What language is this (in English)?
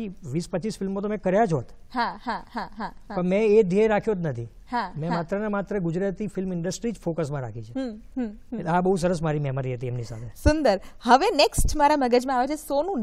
Gujarati